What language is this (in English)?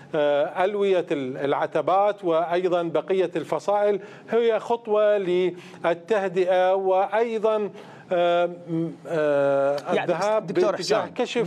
Mesopotamian Arabic